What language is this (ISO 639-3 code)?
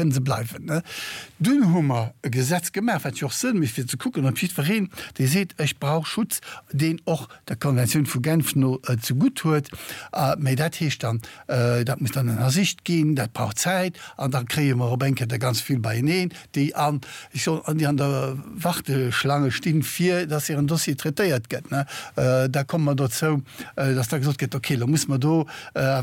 ltz